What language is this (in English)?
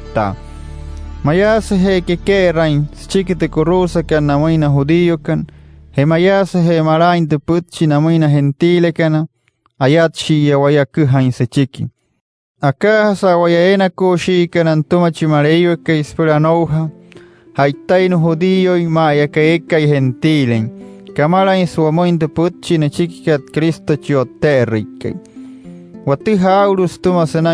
Wayuu